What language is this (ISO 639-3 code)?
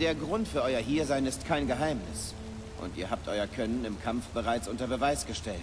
bar